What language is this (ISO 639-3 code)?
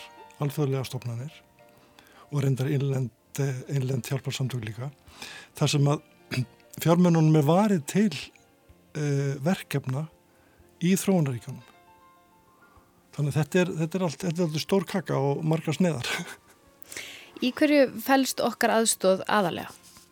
isl